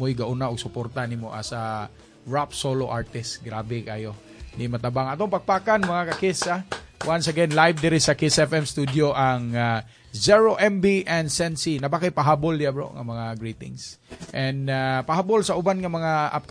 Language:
Cebuano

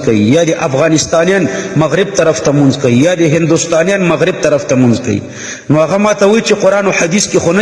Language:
Pashto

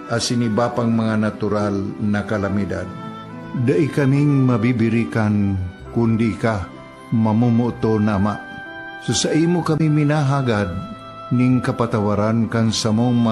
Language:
Bikol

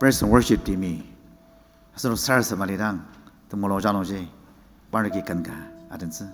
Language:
Ao Naga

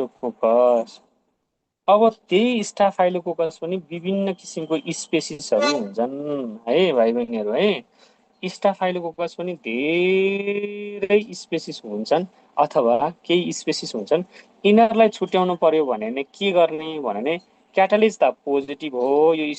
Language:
Nepali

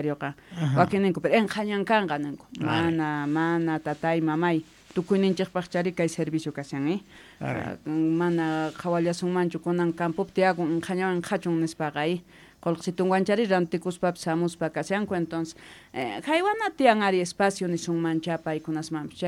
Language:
Quechua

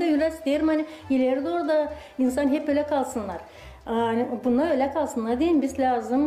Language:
Gagauz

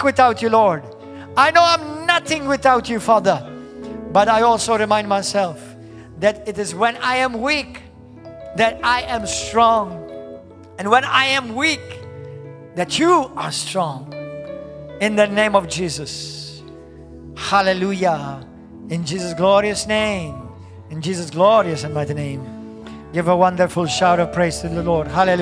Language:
English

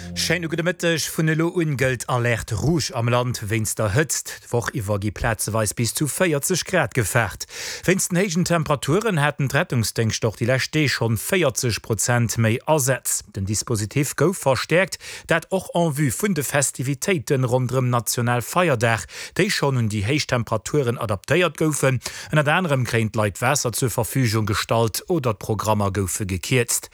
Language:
Luxembourgish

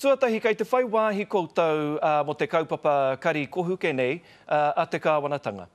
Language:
Māori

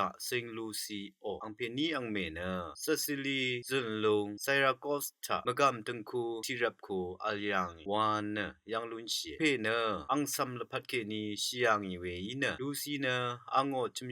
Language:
Rawang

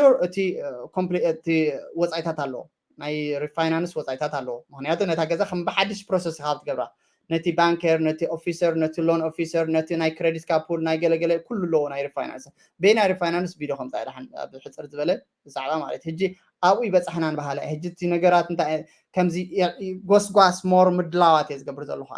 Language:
Tigrinya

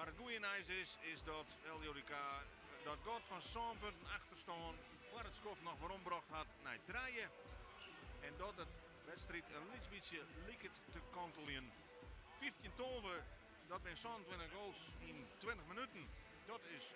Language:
Western Frisian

